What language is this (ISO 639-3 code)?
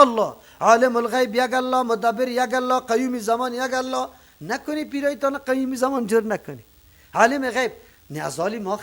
fas